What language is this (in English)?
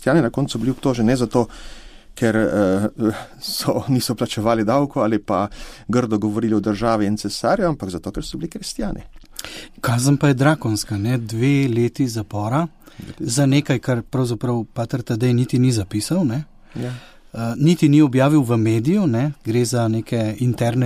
Slovenian